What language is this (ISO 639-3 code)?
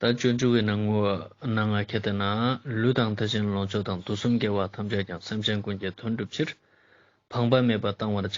lbj